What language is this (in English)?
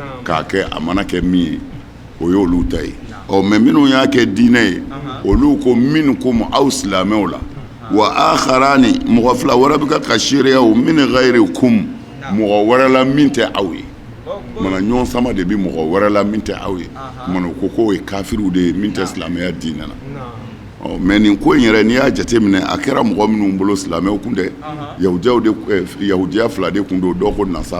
Bambara